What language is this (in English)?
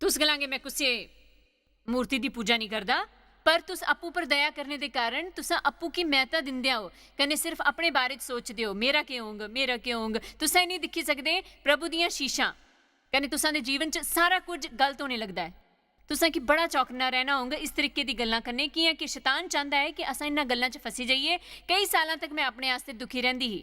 Dogri